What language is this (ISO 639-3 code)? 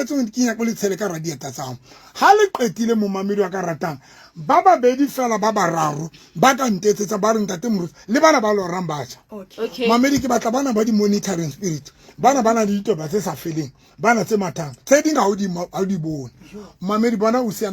sot